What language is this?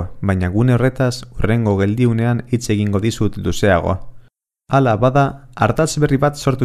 Basque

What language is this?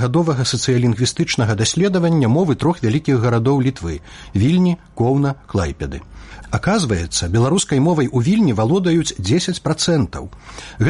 Belarusian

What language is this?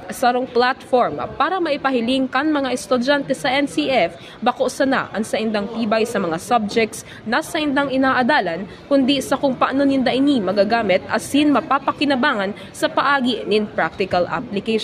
Bikol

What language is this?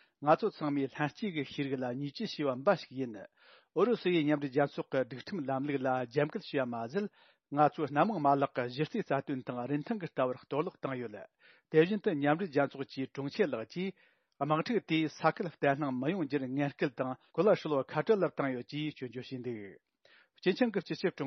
Tibetan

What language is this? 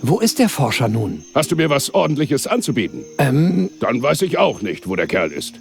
Bavarian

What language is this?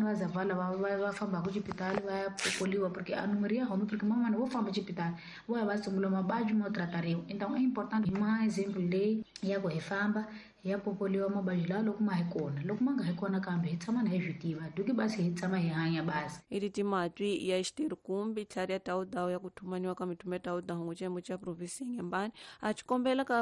Tsonga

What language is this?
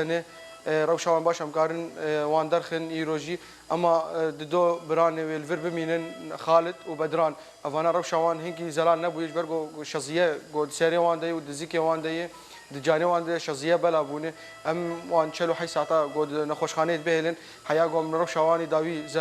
Kurdish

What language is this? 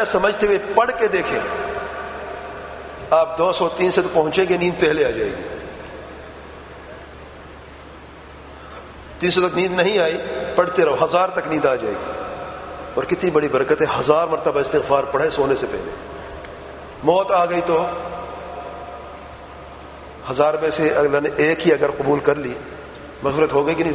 Urdu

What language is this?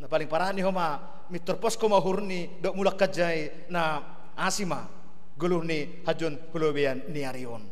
Batak Simalungun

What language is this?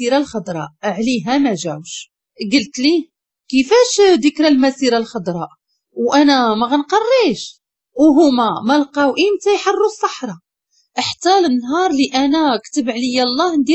Moroccan Arabic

